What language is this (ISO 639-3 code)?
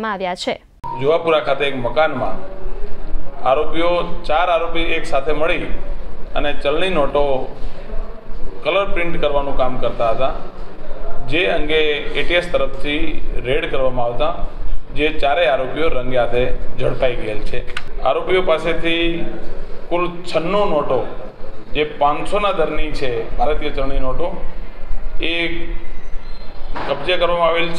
guj